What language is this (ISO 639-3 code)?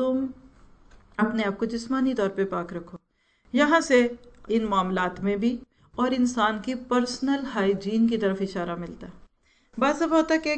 urd